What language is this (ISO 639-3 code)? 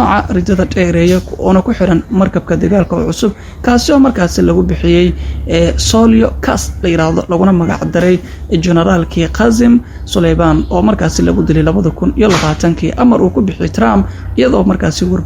som